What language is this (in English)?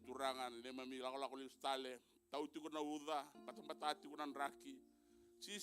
Fijian